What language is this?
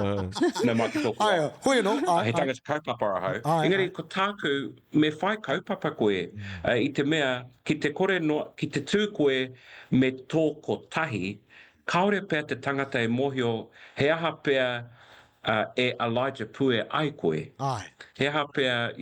Māori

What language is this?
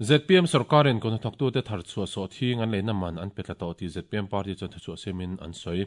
Mizo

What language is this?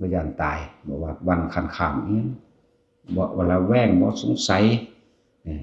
Northeastern Thai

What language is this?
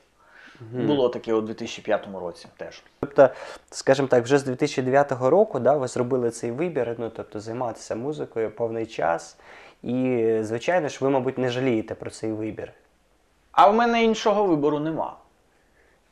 Ukrainian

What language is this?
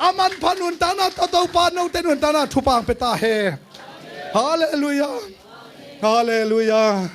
Tedim Chin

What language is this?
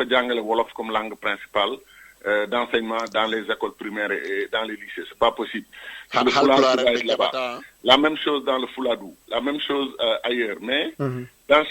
Wolof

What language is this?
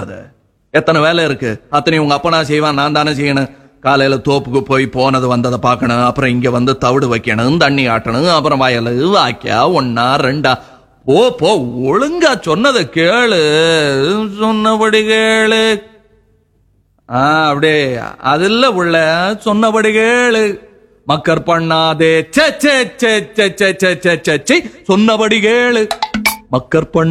Tamil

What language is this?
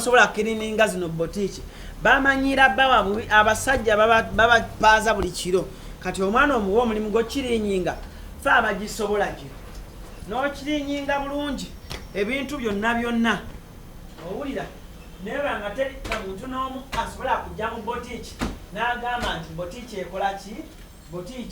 Ganda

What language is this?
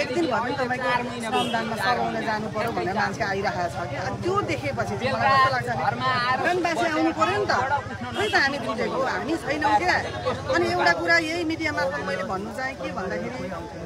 Nepali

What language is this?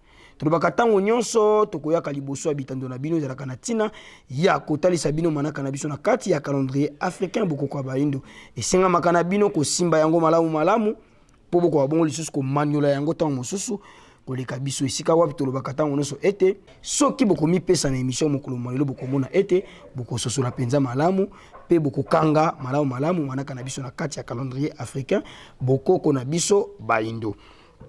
Lingala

